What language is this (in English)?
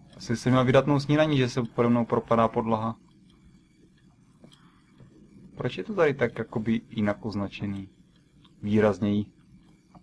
Czech